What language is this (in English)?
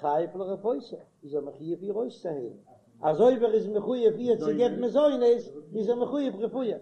Yiddish